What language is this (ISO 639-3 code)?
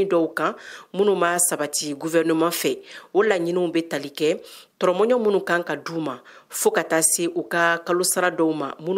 bam